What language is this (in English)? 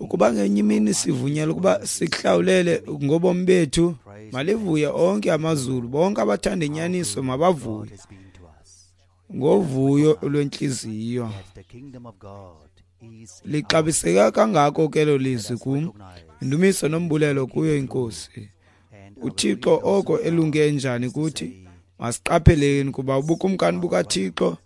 Xhosa